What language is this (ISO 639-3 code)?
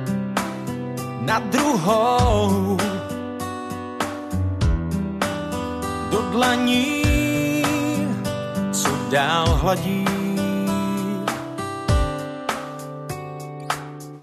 ces